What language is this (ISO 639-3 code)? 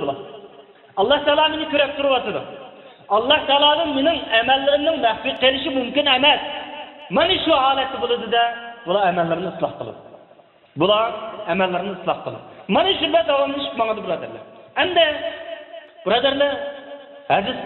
uig